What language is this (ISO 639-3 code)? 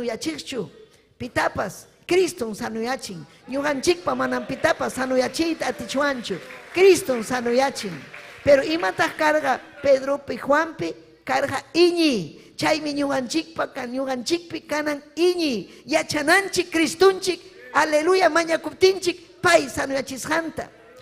quy